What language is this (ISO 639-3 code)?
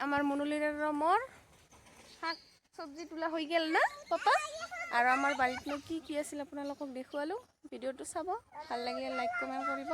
asm